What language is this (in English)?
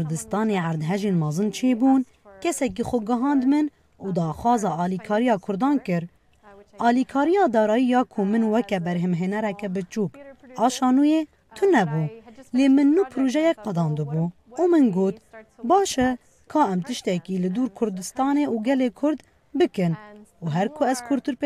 Kurdish